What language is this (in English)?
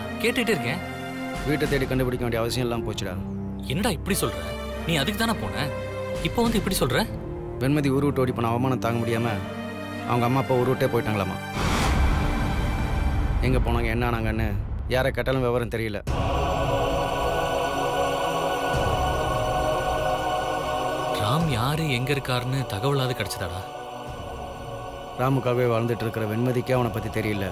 Tamil